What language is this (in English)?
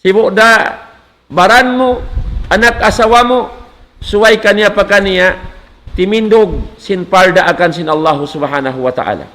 Tausug